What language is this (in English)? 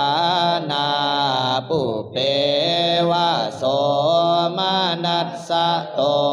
Pali